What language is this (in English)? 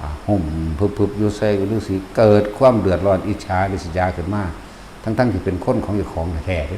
Northeastern Thai